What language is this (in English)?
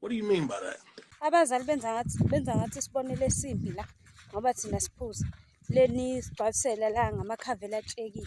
Zulu